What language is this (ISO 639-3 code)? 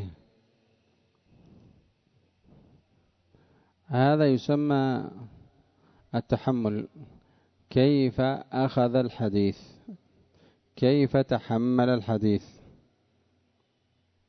ara